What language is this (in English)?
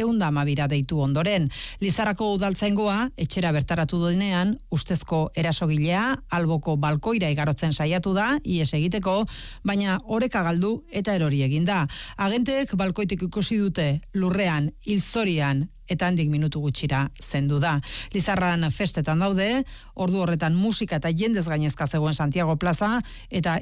Basque